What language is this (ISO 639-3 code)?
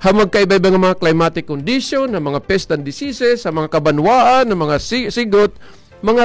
war